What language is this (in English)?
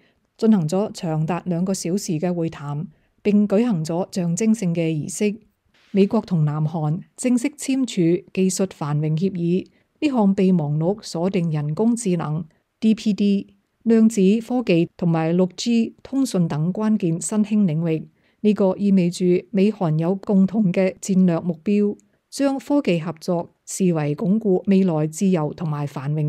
Cantonese